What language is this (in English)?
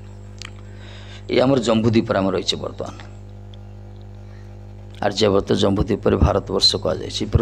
Odia